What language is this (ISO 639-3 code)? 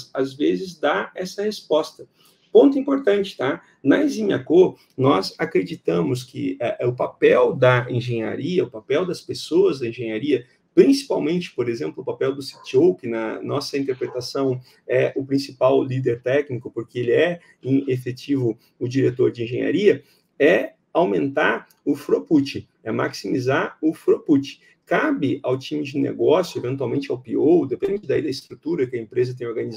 por